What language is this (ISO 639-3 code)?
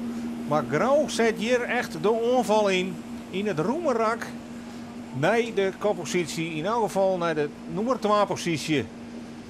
fry